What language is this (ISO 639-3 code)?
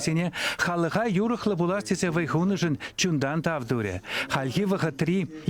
chv